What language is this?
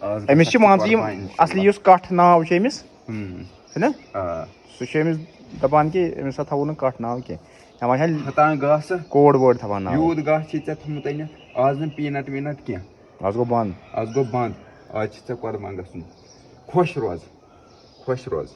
Kashmiri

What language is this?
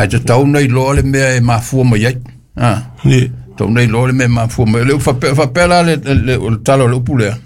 Samoan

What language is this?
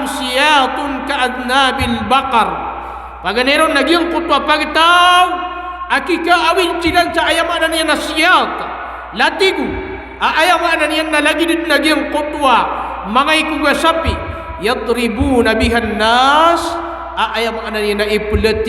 Maranao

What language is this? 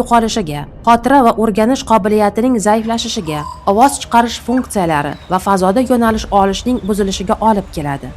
Uzbek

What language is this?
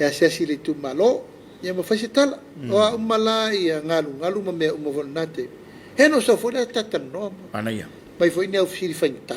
Samoan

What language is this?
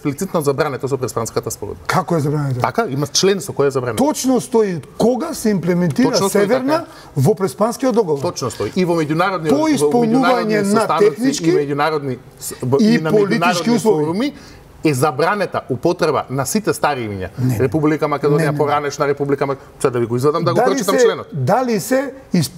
Macedonian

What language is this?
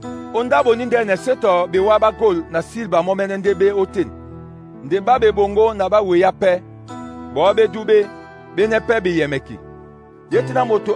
Duala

